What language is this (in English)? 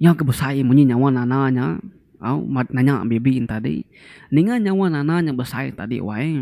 Iban